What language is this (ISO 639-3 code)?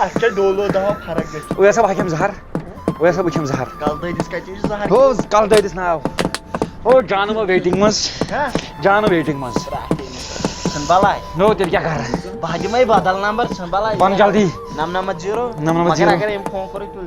kas